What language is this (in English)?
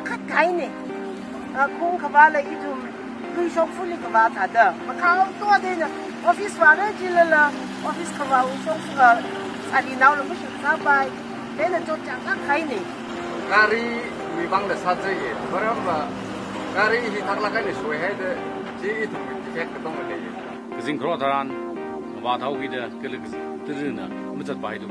Tangkhul Naga (India)